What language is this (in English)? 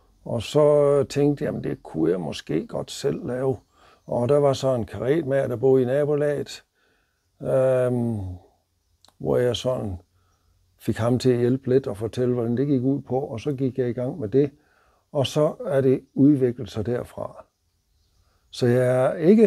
Danish